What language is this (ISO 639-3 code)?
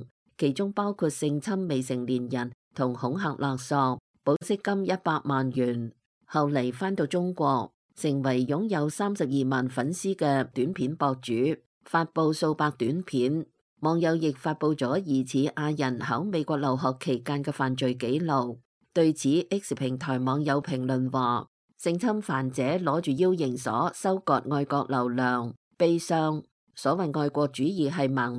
yue